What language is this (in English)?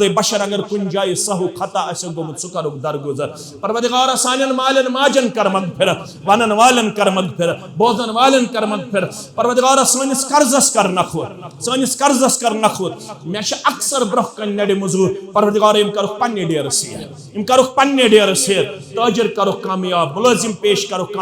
Kashmiri